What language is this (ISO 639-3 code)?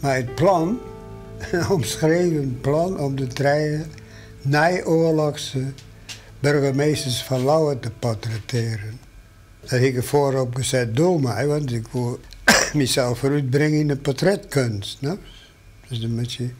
fry